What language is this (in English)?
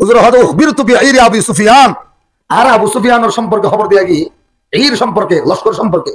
Rohingya